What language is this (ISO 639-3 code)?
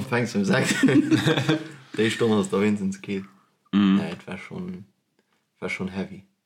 ltz